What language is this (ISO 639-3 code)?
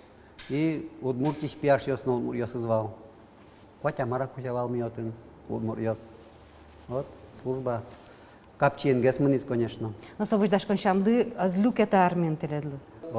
udm